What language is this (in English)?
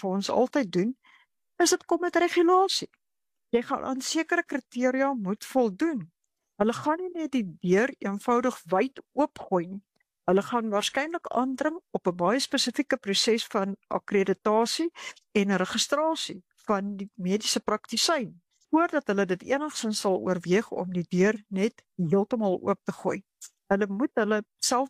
Afrikaans